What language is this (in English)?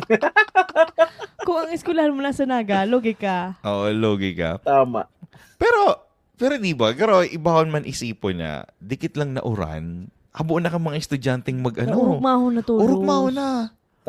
Bikol